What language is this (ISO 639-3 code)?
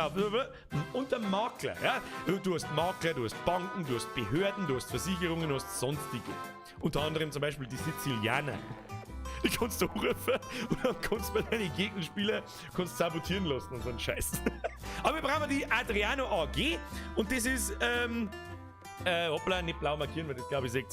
bar